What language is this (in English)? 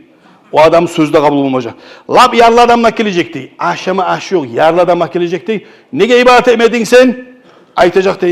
Kumyk